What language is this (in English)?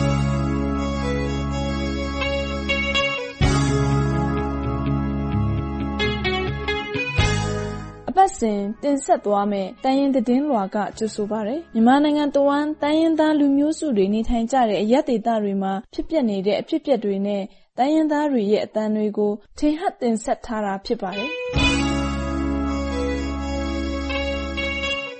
Burmese